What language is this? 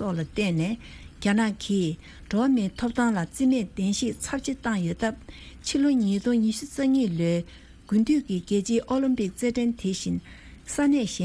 Tibetan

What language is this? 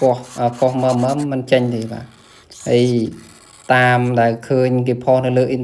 Khmer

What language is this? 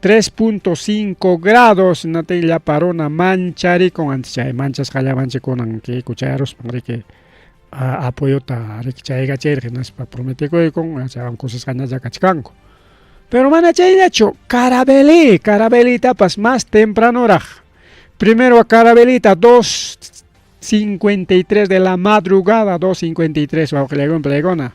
Ayacucho Quechua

